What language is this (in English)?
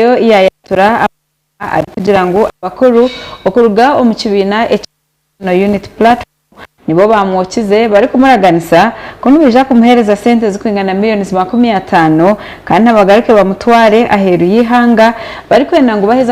Nyankole